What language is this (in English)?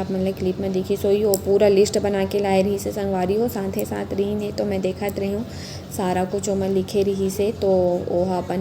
Chhattisgarhi